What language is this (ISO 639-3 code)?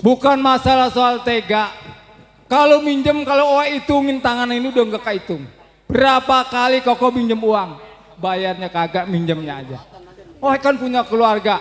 bew